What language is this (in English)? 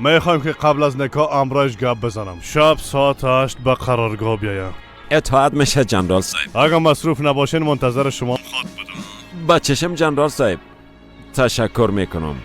Persian